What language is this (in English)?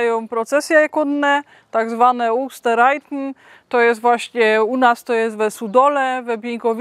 Silesian